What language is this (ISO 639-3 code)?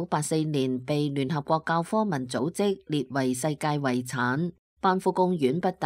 yue